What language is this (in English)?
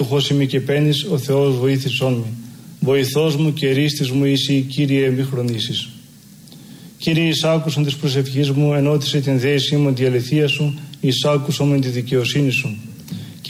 Greek